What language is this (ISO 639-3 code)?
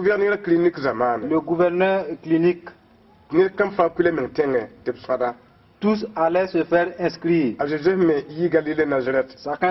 mos